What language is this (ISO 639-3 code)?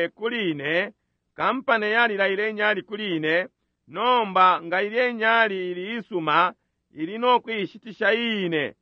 bem